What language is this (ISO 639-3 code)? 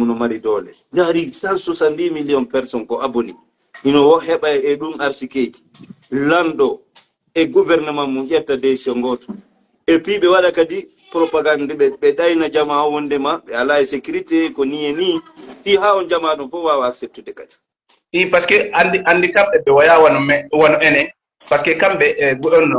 ful